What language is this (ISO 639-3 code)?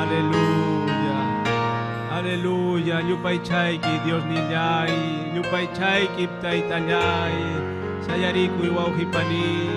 quy